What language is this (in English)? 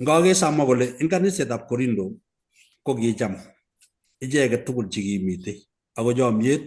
Kalenjin